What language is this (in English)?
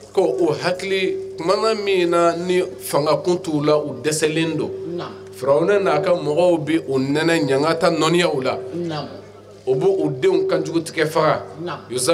Bambara